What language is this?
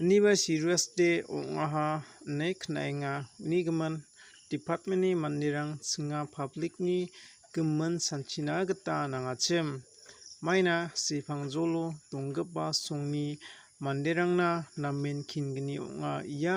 Garo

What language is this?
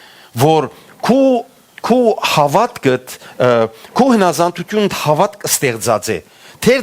Western Armenian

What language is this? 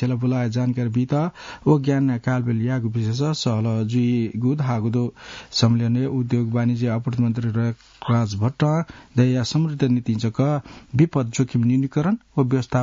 Newari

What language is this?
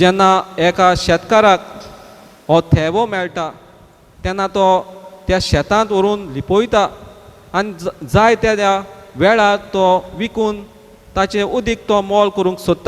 Konkani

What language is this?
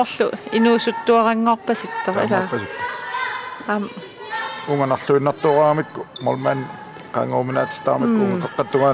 Kalaallisut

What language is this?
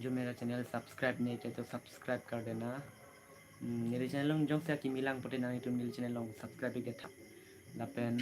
Karbi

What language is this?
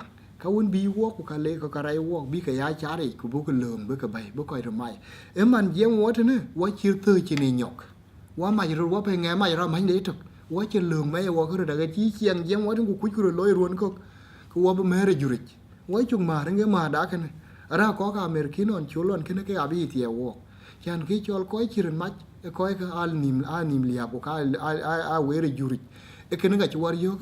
Dinka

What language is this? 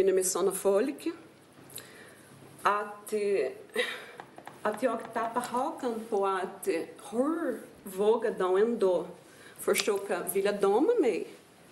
Swedish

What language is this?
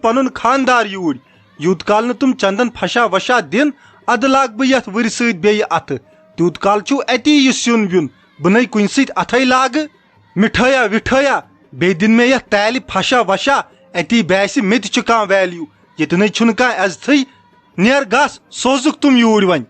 Kashmiri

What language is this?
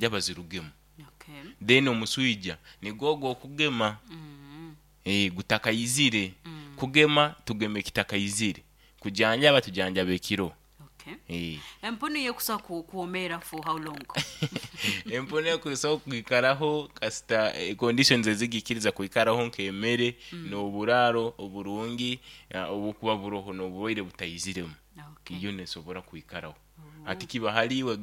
Nyoro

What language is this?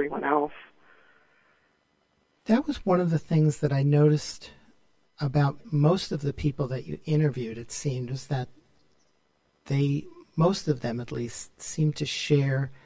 English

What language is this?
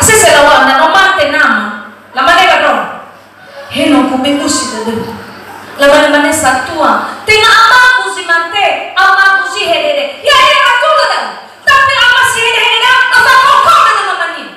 Nias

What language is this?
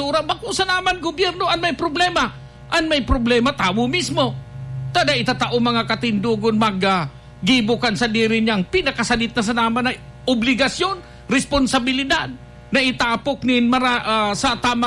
Bikol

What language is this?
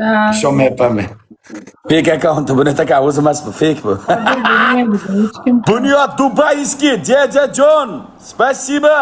Uzbek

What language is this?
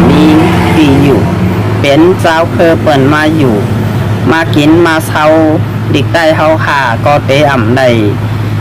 Shan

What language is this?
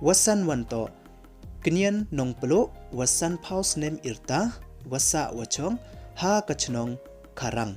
Pnar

